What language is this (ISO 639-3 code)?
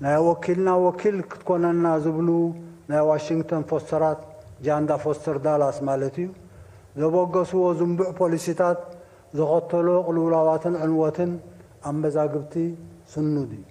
tir